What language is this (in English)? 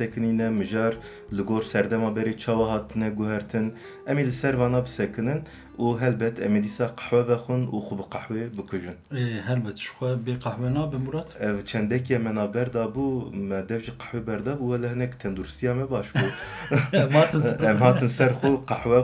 Kurdish